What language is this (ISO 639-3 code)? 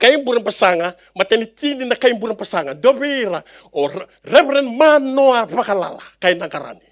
fij